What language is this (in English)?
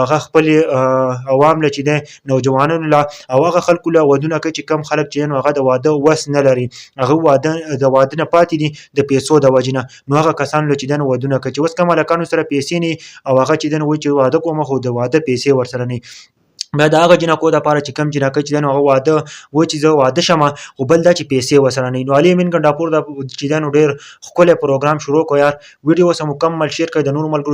Pashto